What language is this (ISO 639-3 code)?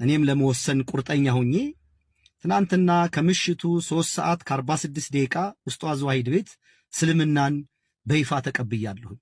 amh